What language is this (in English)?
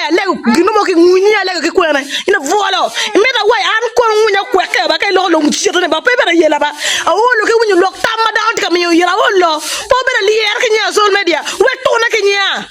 Acoli